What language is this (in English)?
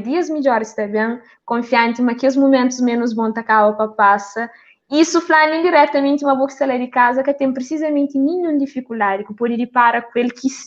Kabuverdianu